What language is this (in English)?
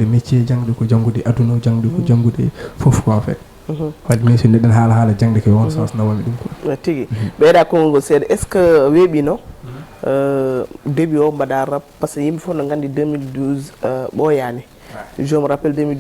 Fula